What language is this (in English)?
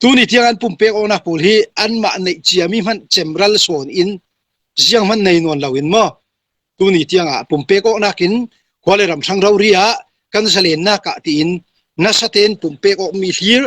Falam Chin